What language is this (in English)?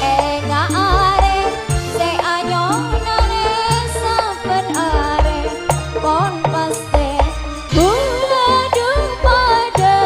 Madurese